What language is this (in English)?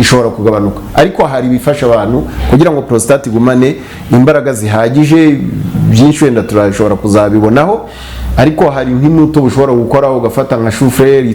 Kinyarwanda